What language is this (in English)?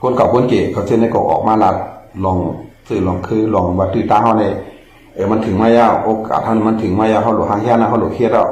Shan